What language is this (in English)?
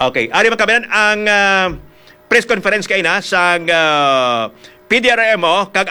Hiligaynon